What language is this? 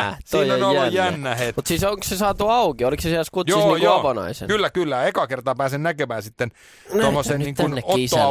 Finnish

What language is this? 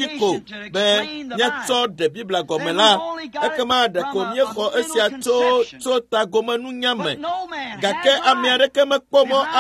Ewe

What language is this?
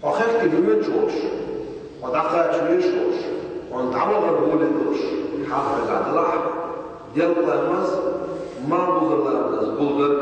Chechen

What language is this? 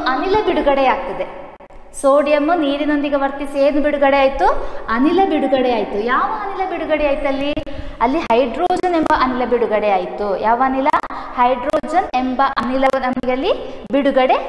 Kannada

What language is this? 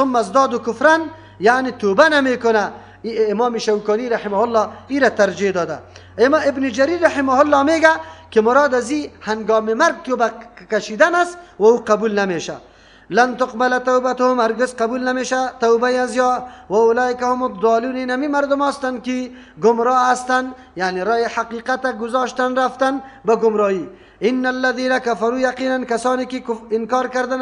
Persian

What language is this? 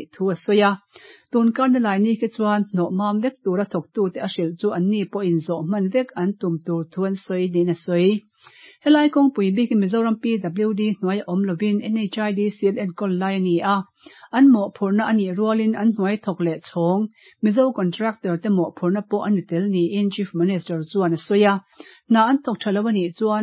Mizo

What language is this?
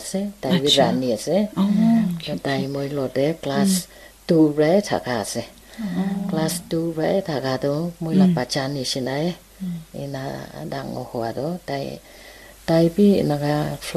Naga Pidgin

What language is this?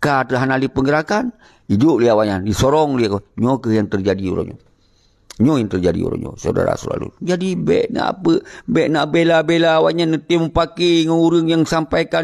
Achinese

